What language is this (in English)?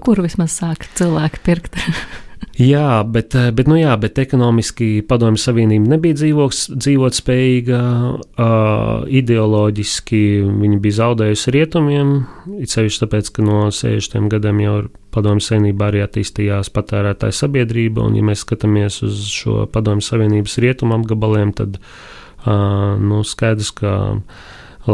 Latvian